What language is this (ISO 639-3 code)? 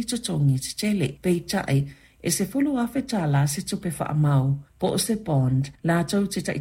smo